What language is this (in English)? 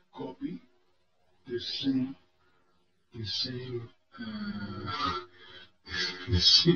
English